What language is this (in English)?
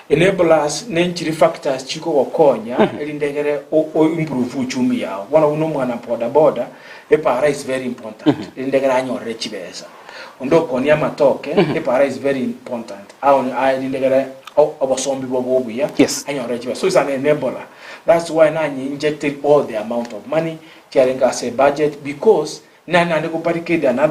Gusii